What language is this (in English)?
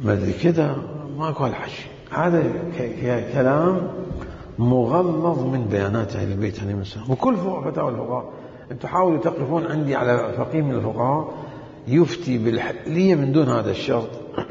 Mesopotamian Arabic